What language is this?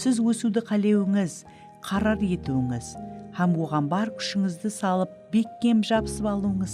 Kara-Kalpak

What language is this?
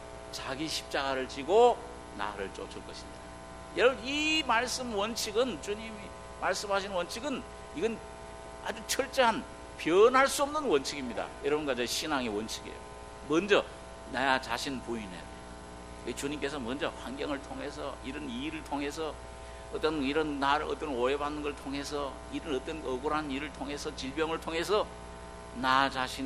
Korean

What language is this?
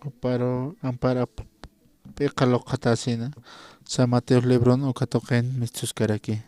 Aymara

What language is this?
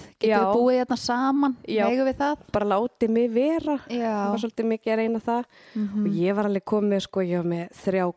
Icelandic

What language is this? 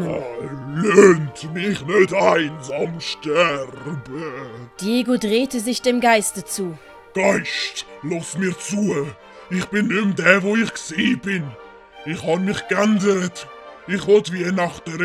Swiss German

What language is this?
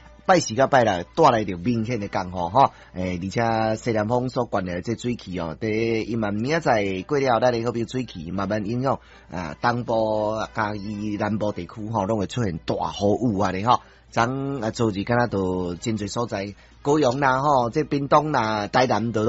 Min Nan Chinese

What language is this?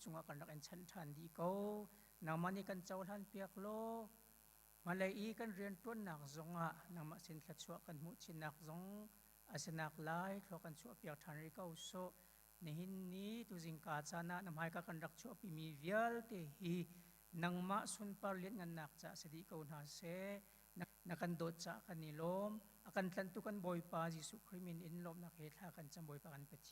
Hakha Chin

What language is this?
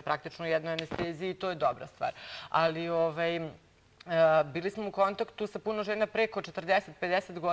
Serbian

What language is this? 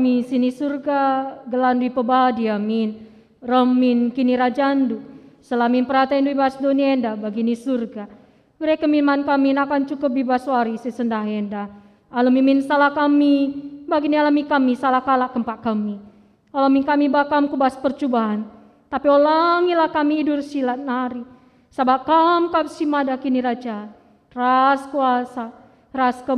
Batak Karo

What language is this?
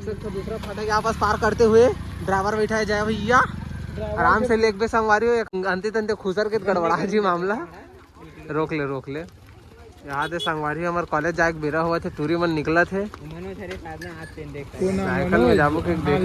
Chhattisgarhi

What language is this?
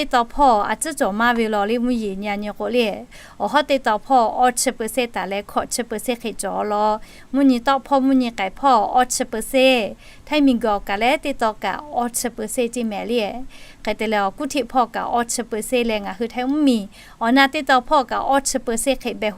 Lahu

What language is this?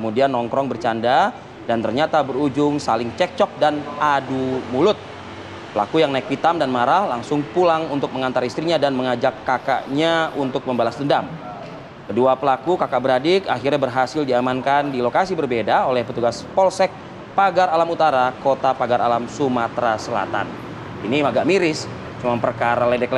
Indonesian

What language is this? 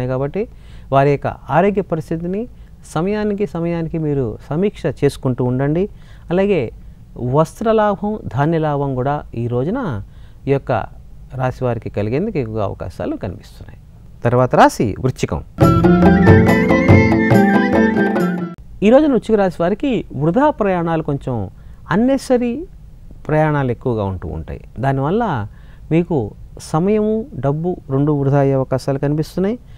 Telugu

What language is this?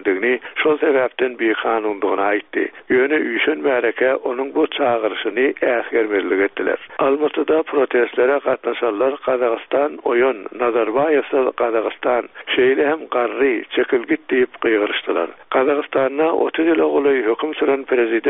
Turkmen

